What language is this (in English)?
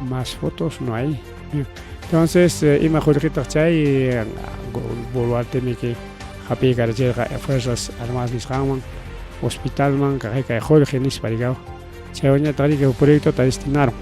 Ayacucho Quechua